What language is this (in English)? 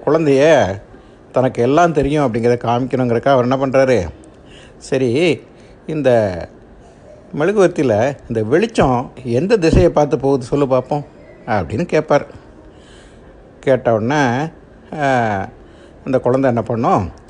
Tamil